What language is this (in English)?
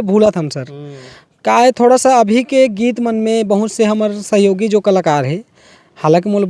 Chhattisgarhi